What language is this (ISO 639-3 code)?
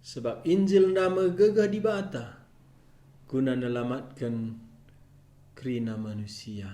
btx